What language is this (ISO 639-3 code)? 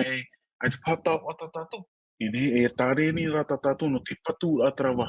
tah